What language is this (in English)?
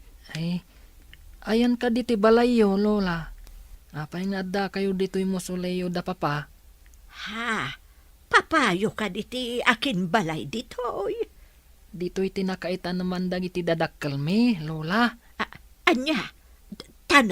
Iloko